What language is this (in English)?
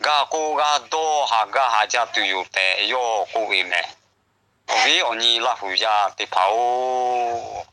Lahu